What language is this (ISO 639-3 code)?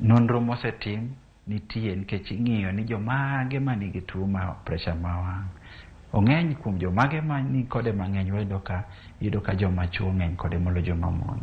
luo